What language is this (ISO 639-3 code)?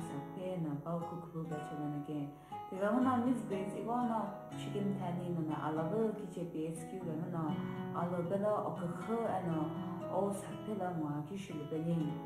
nsm